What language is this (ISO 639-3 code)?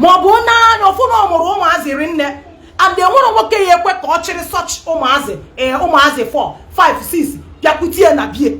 ibo